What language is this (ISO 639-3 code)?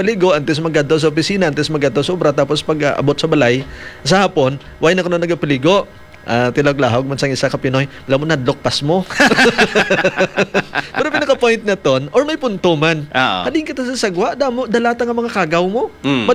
hil